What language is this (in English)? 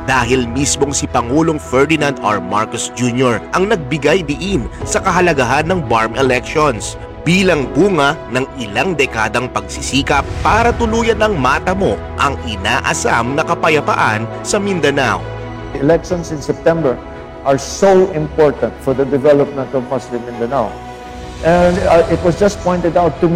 Filipino